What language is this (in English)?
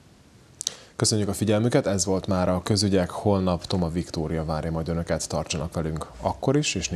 Hungarian